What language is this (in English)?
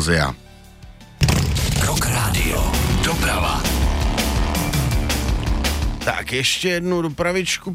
Czech